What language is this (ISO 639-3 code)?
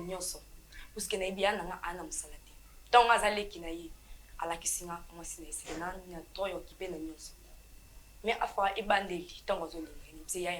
lin